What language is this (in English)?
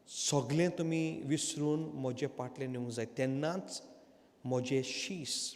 Konkani